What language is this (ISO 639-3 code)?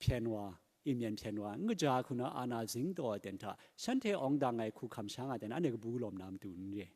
kac